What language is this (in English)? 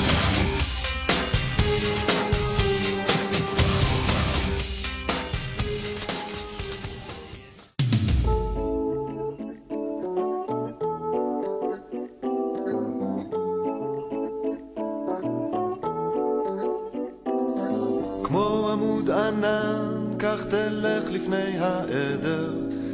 Hebrew